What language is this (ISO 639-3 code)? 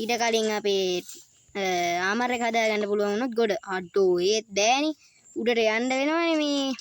sin